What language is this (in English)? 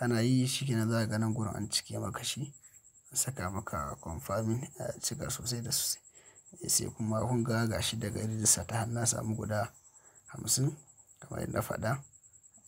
Hausa